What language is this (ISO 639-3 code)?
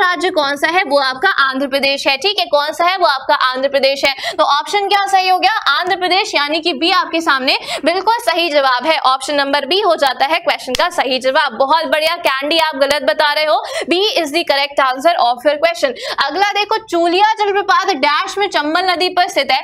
hin